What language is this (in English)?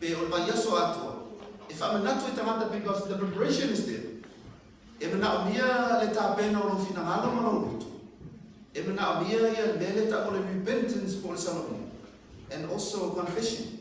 Samoan